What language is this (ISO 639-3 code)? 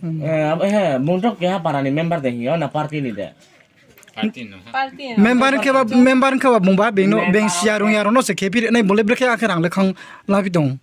ria